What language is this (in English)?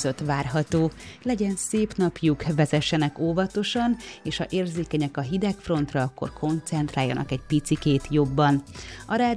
Hungarian